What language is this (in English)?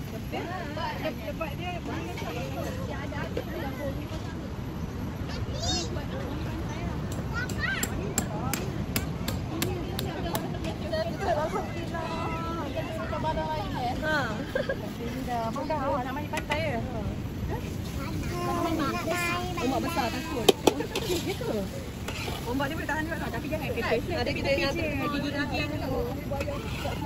Malay